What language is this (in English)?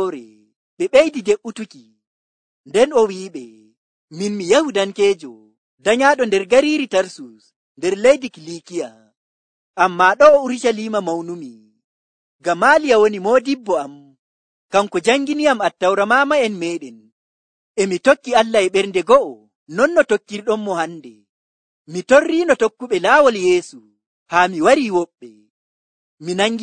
Nigerian Fulfulde